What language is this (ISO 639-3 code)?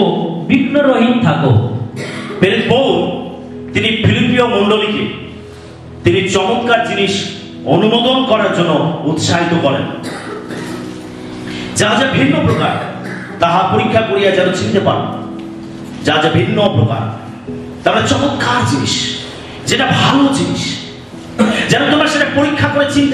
ben